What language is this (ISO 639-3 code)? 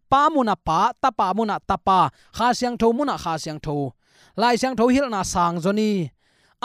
ctd